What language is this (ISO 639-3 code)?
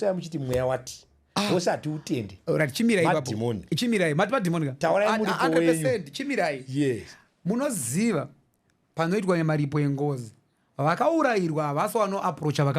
sna